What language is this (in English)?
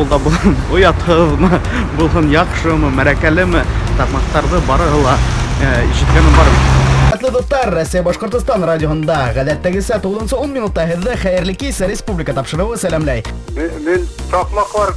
Bashkir